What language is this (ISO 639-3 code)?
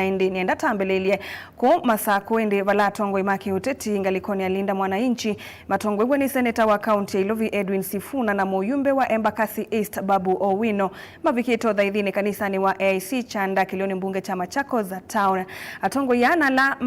kam